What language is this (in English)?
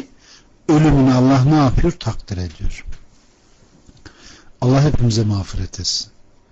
Turkish